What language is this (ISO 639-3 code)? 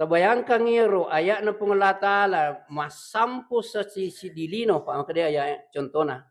bug